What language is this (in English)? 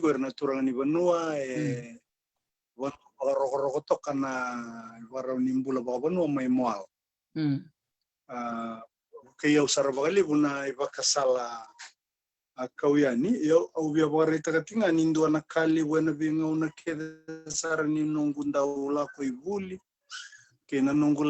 Fijian